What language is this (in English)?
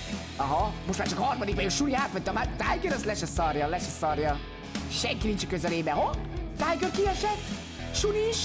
Hungarian